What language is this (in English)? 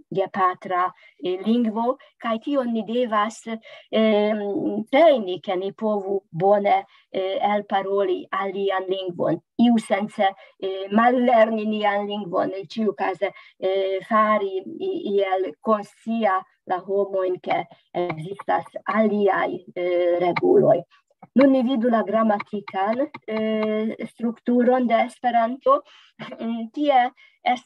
Esperanto